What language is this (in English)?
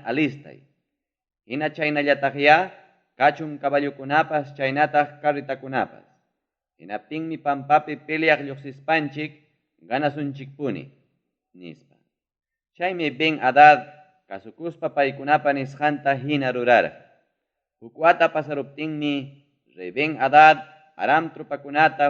Ayacucho Quechua